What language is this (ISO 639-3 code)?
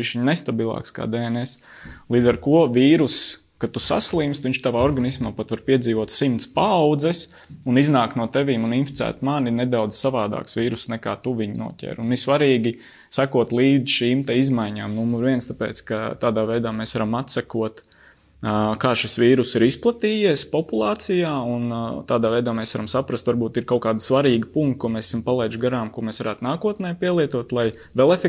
lav